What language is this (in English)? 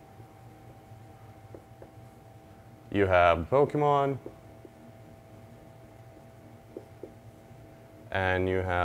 English